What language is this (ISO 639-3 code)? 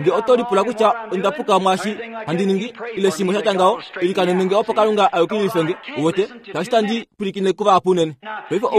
kua